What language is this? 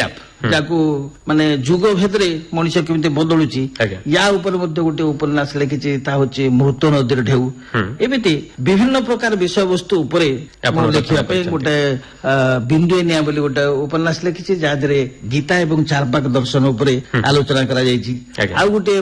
Odia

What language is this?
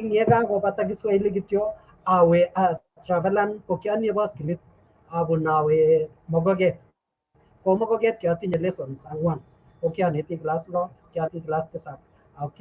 Kalenjin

